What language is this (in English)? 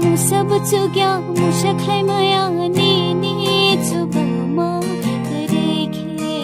Kok Borok